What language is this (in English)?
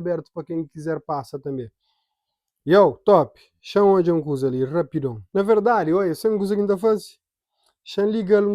Kabuverdianu